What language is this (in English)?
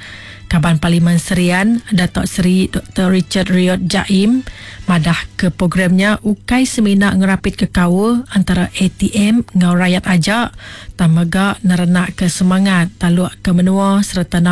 Iban